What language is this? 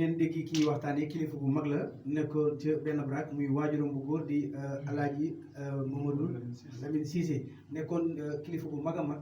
Wolof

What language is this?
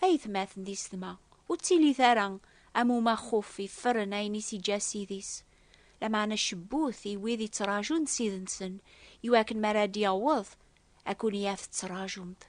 Kabyle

